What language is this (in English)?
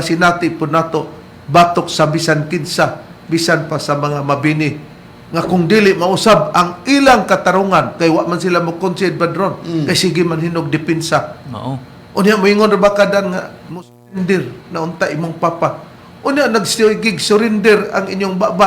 Cebuano